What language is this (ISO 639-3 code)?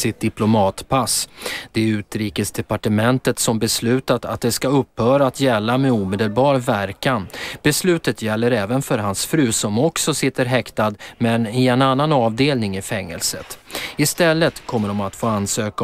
swe